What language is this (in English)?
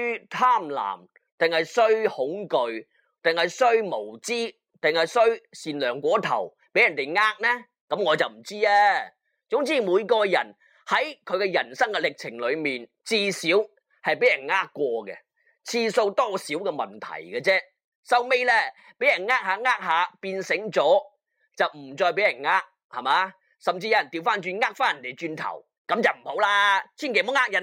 Cantonese